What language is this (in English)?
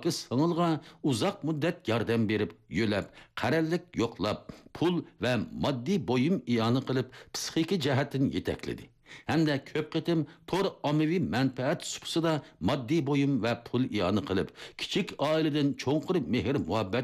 Uyghur